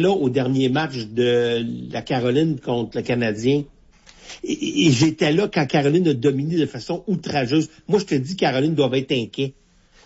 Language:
French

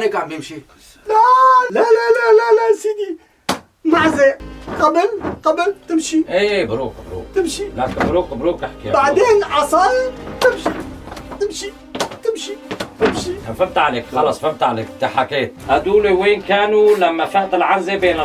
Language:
North Levantine Arabic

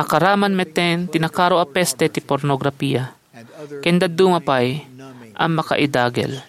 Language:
Iloko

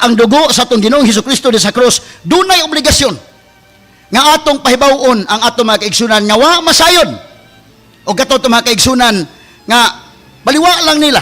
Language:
Cebuano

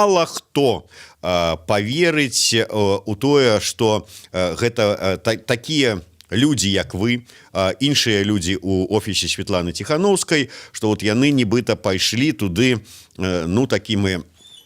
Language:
Belarusian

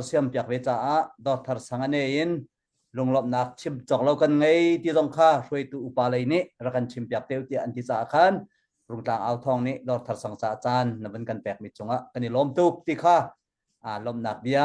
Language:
Hakha Chin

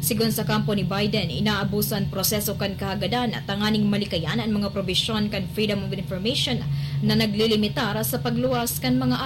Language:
Bikol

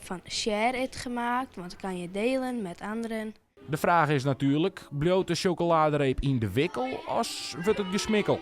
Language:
Western Frisian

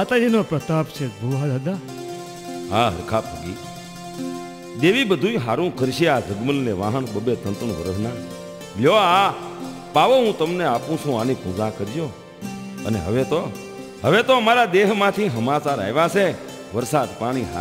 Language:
Gujarati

